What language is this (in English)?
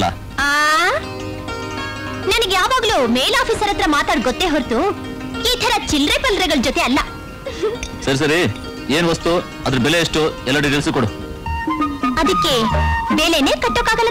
Kannada